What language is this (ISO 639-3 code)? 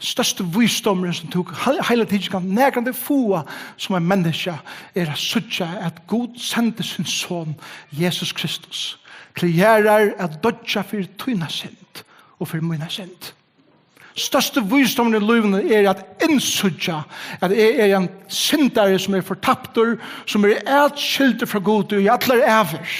fao